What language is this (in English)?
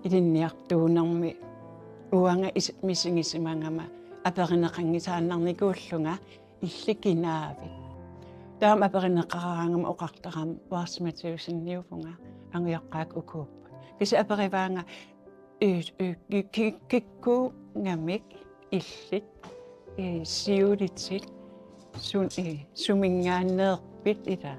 Kalaallisut